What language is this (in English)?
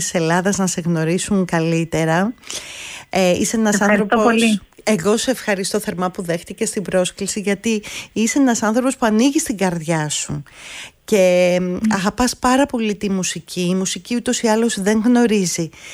Greek